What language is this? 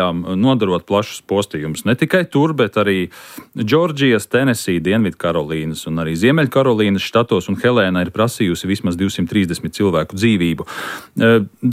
Latvian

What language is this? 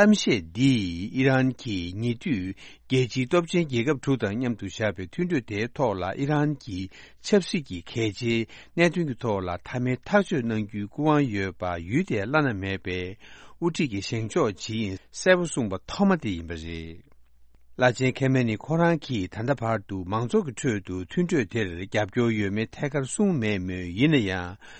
Tibetan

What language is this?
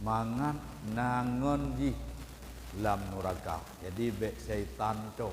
Achinese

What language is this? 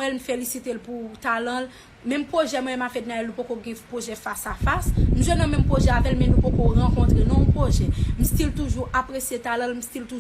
Haitian Creole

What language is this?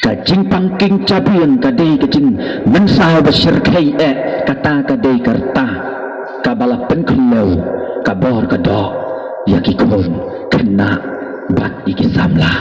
Khasi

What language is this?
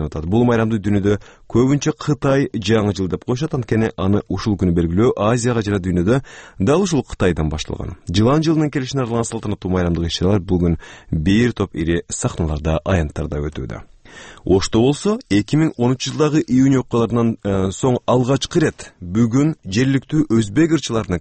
Kyrgyz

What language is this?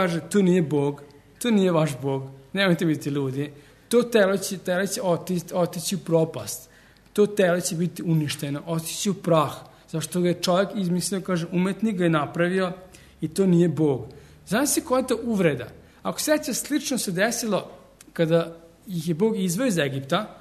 Serbian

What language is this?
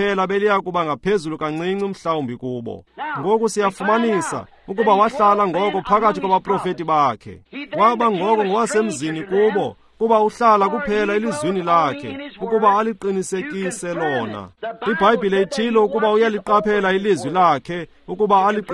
Xhosa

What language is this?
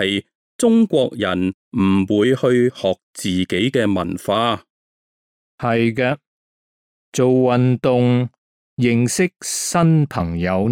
Cantonese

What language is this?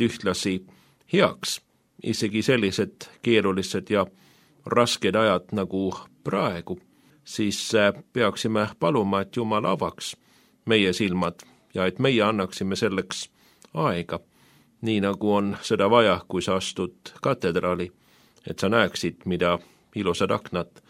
Estonian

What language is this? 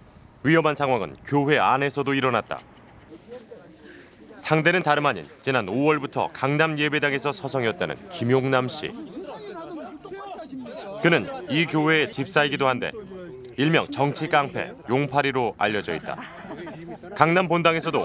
Korean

